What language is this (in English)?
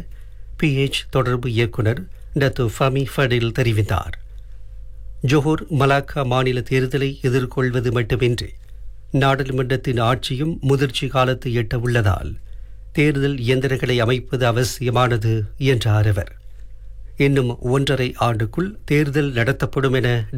Tamil